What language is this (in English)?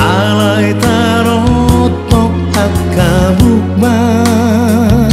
Batak Toba